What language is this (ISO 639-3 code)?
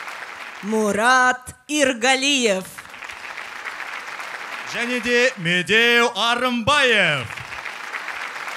kaz